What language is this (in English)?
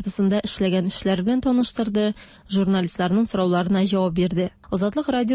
Tatar